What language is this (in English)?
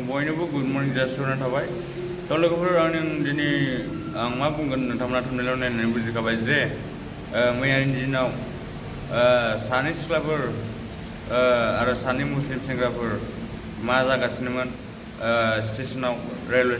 Bodo